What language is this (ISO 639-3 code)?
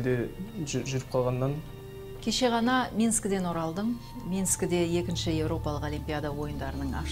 kaz